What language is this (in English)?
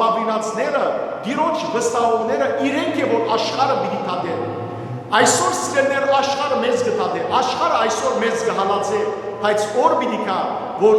Western Armenian